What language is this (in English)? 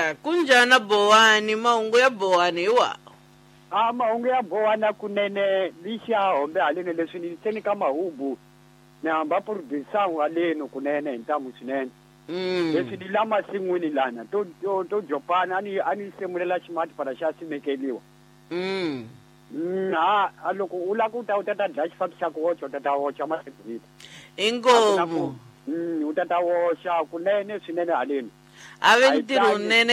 Tsonga